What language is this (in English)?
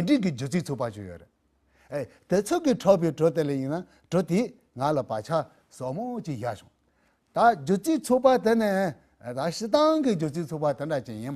Tibetan